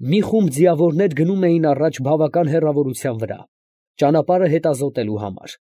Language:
Armenian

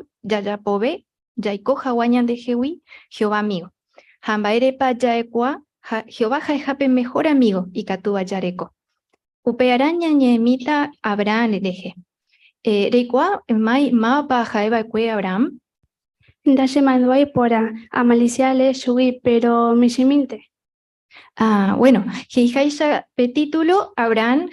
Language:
Guarani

